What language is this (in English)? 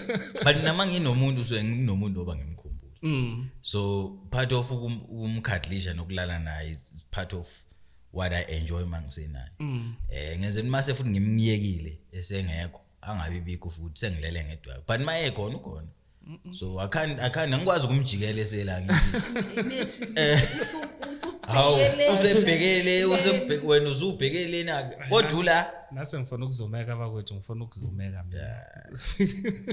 Zulu